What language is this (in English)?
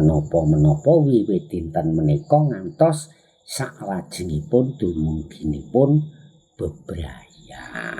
Javanese